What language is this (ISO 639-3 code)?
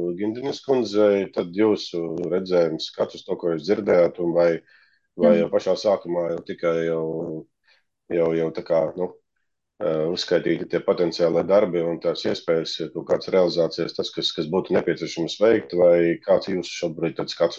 lav